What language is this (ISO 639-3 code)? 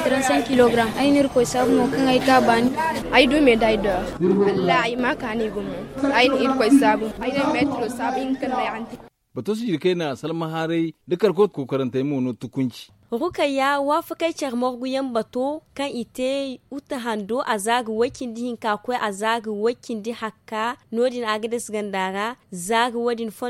dje